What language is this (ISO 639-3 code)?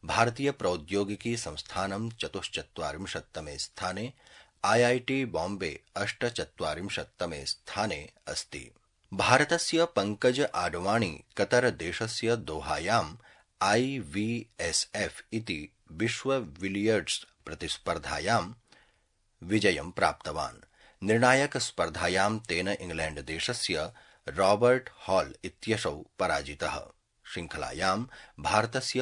san